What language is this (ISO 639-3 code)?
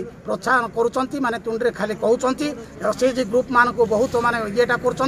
ori